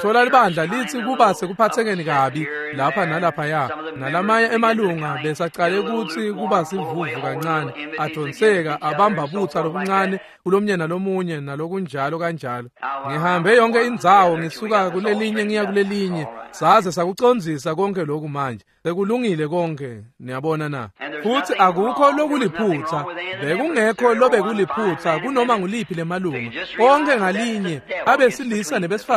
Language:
Swati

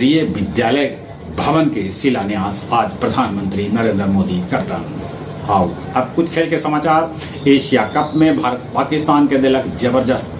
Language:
Magahi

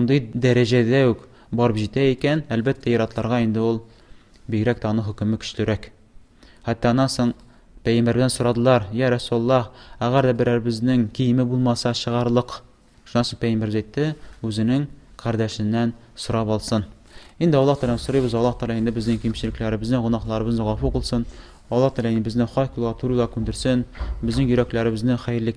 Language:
Tatar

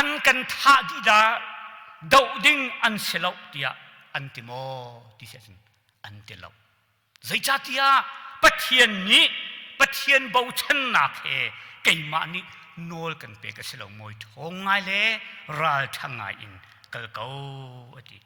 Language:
Hakha Chin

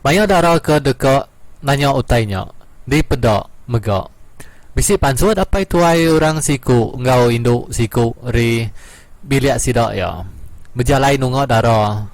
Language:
Iban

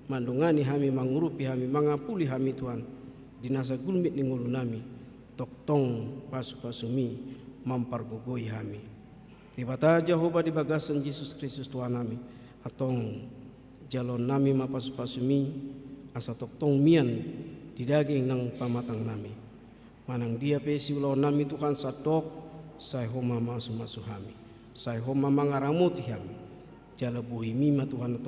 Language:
Batak Toba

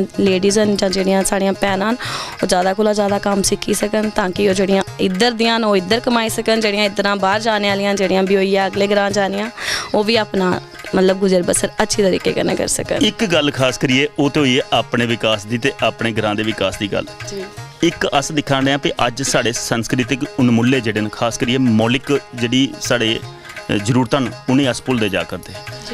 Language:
Dogri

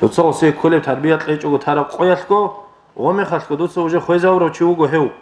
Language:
Avaric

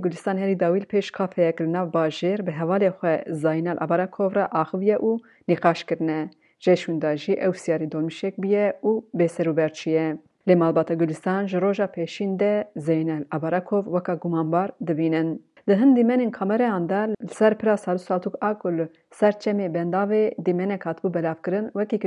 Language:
Kurdish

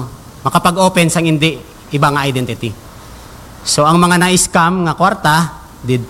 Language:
Hiligaynon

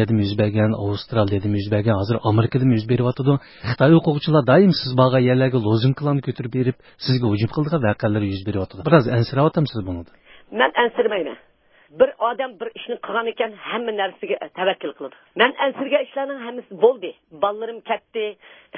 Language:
Uyghur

